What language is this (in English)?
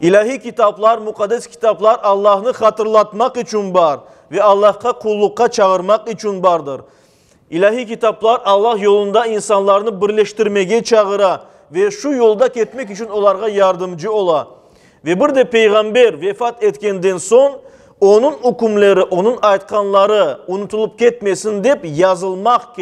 Crimean Tatar